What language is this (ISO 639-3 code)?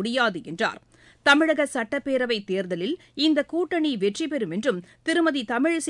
tam